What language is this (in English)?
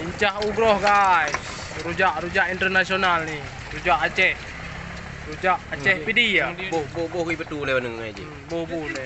Achinese